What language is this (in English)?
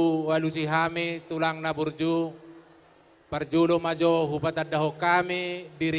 Batak Toba